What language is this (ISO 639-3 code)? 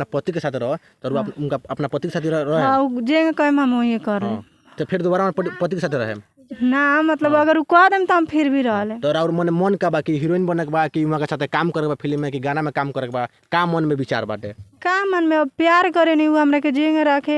bho